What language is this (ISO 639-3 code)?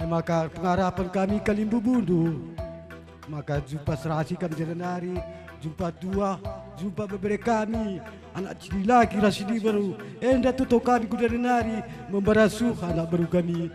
btx